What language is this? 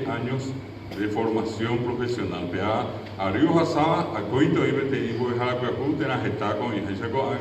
Guarani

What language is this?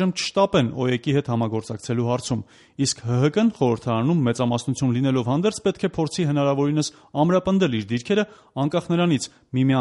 Armenian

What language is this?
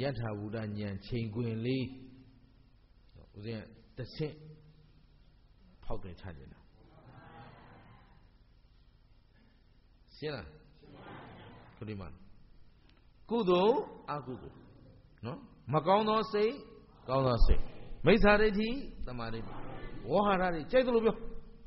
Burmese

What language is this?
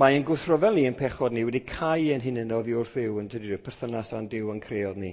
Welsh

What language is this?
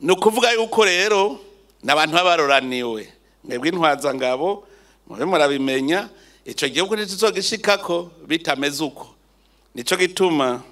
Rundi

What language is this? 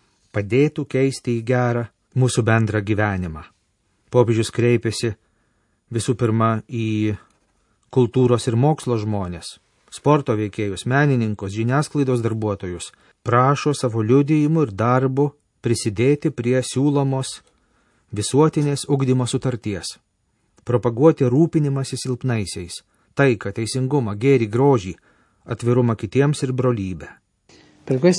Lithuanian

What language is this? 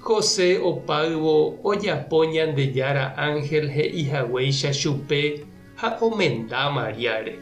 Guarani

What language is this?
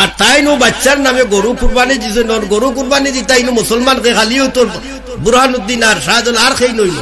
Sylheti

